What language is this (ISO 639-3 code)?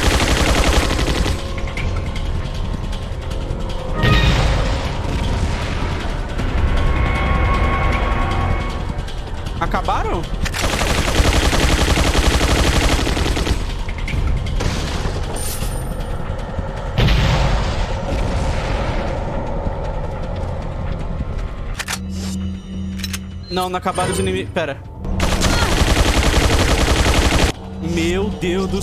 por